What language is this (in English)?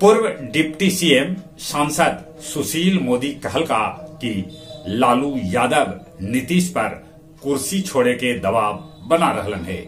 Magahi